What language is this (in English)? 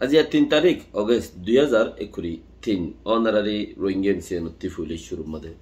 Rohingya